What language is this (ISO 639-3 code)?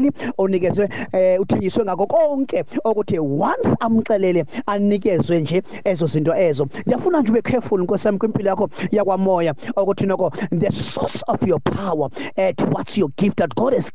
xho